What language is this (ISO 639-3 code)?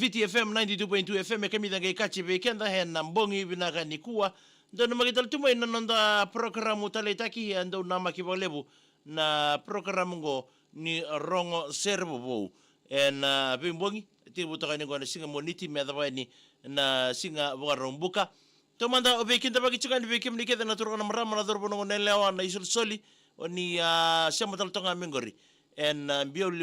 fij